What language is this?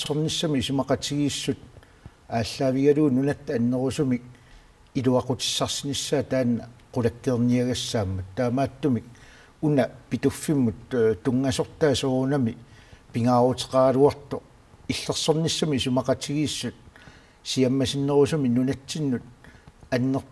Kalaallisut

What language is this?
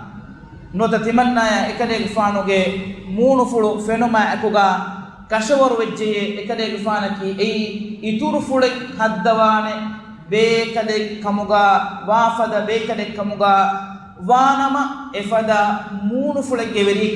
Divehi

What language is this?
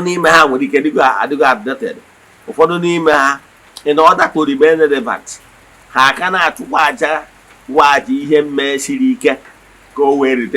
Igbo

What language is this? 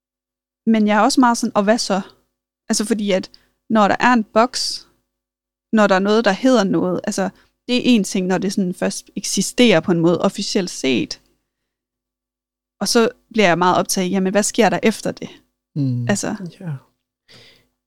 Danish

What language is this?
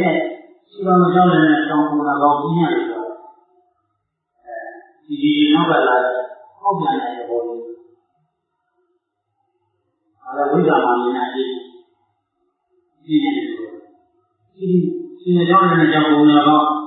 Burmese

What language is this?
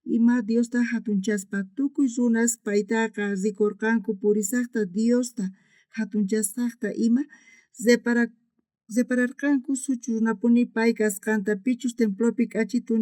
South Bolivian Quechua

